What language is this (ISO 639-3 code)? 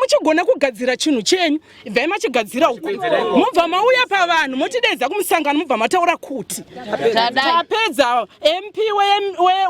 sna